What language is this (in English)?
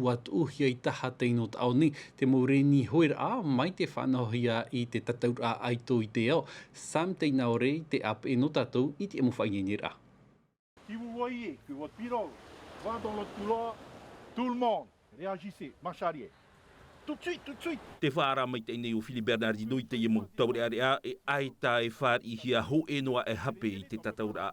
Tahitian